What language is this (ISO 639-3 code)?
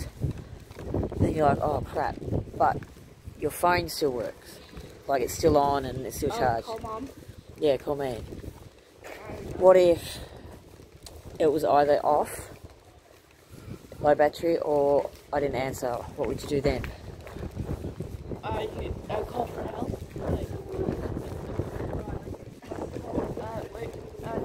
eng